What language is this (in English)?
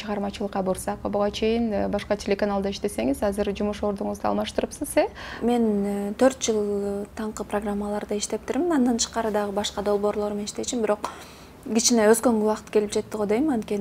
Kyrgyz